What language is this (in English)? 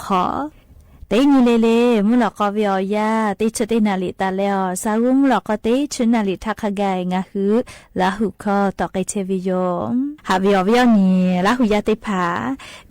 Lahu